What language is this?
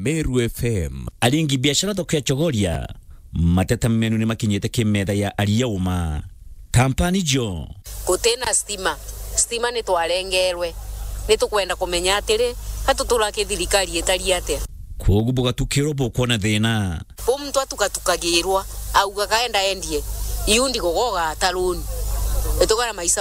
Meru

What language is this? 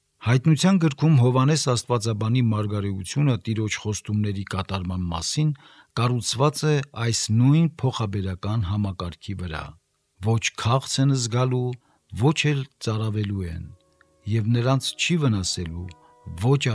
Armenian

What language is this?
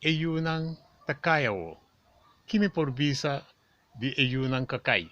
Papiamento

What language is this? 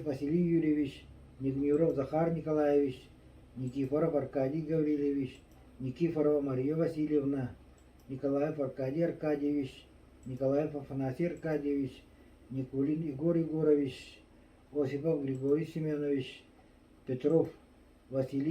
Yakut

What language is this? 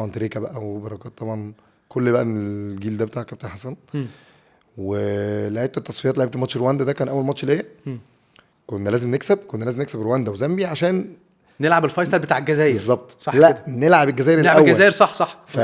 Egyptian Arabic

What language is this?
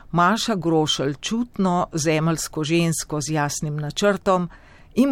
Slovenian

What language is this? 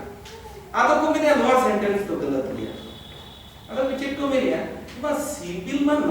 Santali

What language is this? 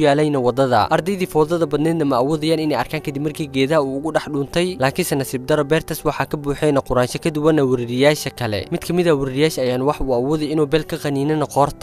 Somali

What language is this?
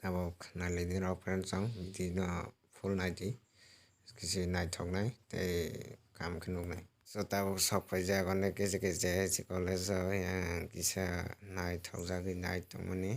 Kok Borok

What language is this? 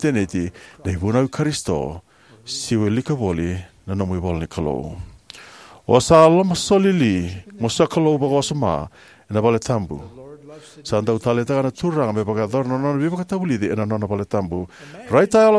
Fijian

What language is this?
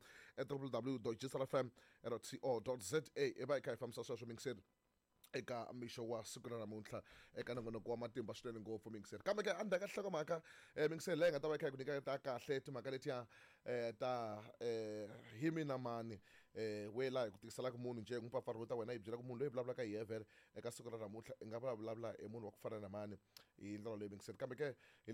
Tsonga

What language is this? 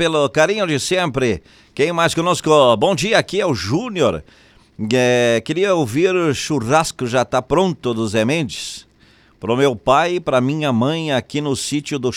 Portuguese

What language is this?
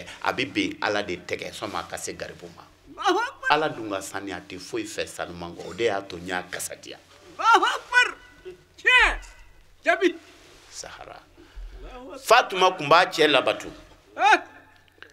Bambara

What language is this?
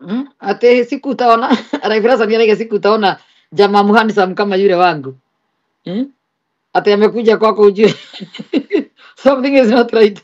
Kikuyu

